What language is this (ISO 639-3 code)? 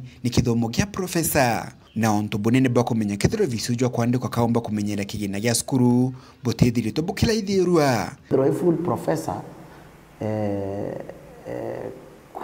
mer